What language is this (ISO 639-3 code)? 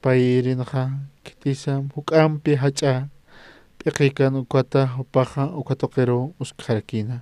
aym